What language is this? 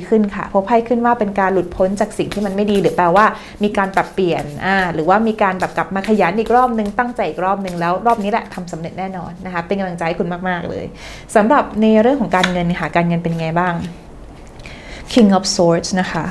Thai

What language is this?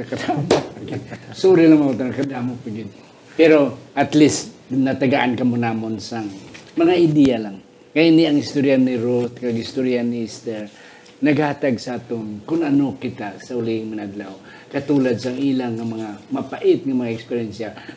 Hiligaynon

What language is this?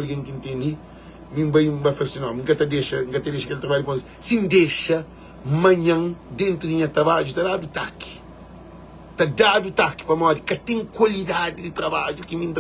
Kabuverdianu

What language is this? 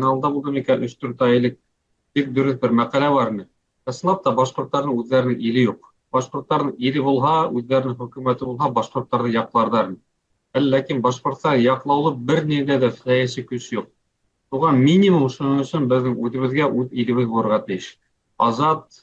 Bashkir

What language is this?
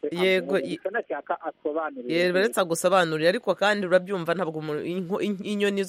Kinyarwanda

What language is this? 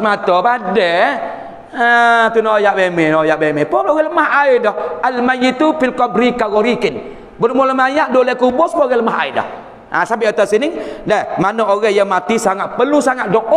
Malay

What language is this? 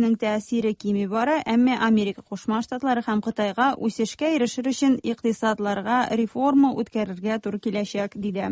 Tatar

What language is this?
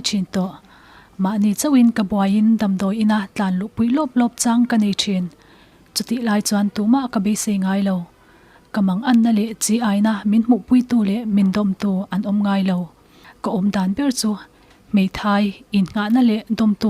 Mizo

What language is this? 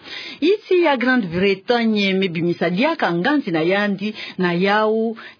Kituba (Democratic Republic of Congo)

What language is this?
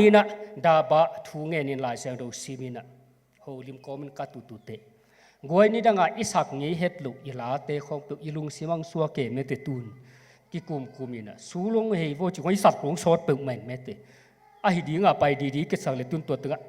Tedim Chin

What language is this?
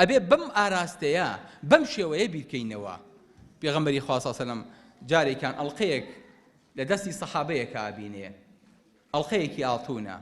Central Kurdish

